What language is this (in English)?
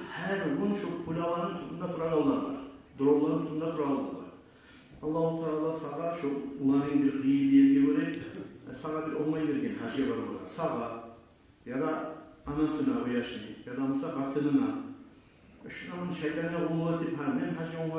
Kumyk